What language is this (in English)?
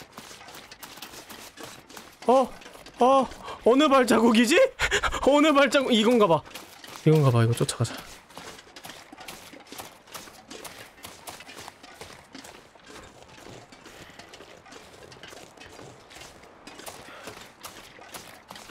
Korean